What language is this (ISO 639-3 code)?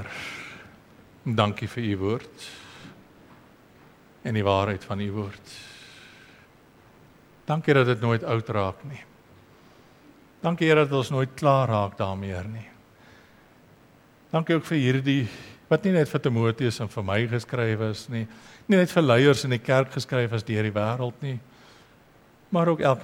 afr